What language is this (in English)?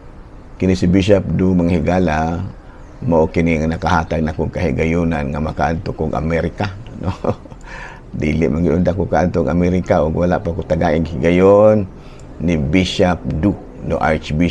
Cebuano